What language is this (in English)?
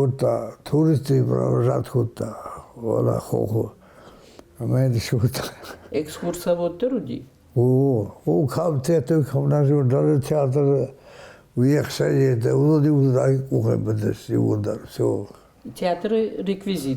Ossetic